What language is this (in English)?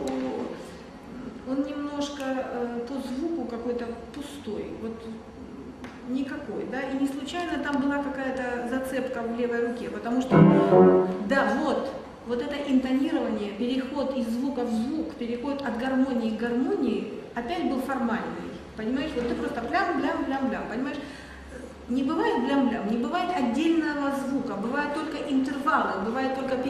Russian